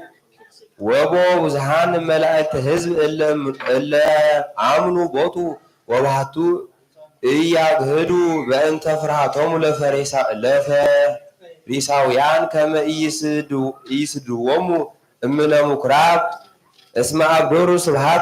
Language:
Geez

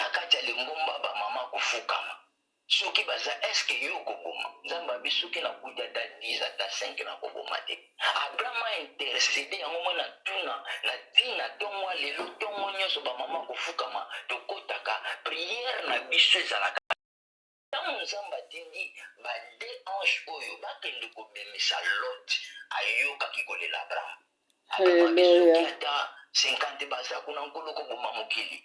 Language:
Lingala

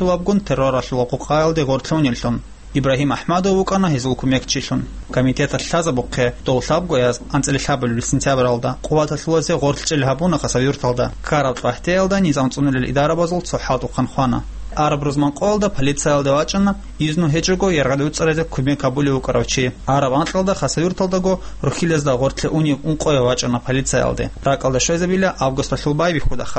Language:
Avaric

